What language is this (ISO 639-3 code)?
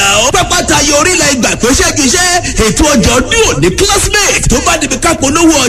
yor